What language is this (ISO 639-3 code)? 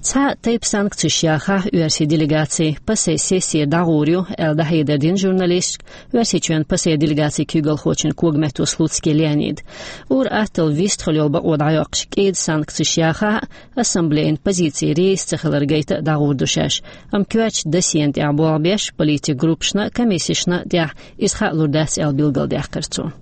che